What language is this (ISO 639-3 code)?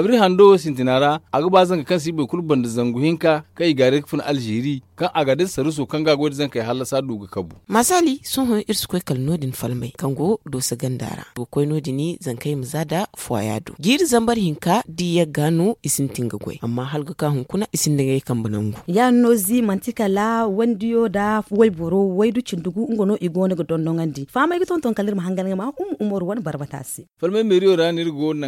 dje